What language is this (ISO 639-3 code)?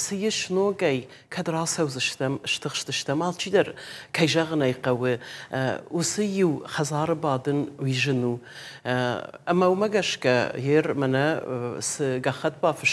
oss